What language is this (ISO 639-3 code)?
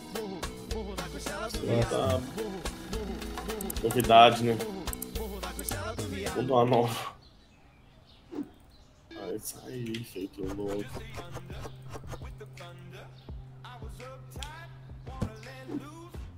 por